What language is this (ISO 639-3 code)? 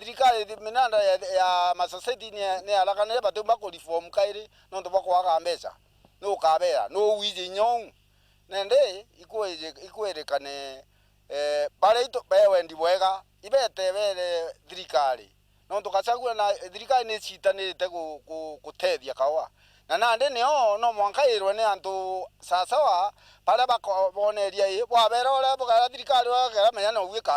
mer